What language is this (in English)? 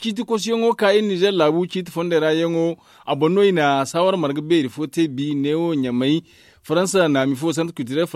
Zarma